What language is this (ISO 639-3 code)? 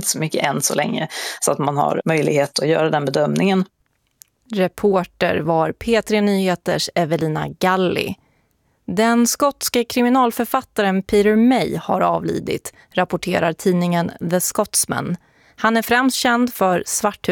swe